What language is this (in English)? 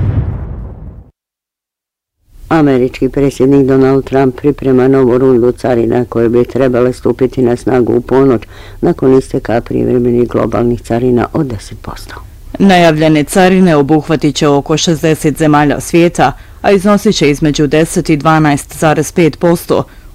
Bosnian